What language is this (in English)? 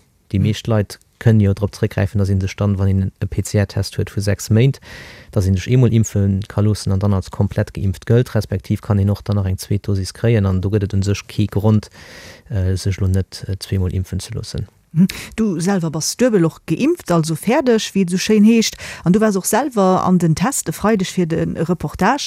Luxembourgish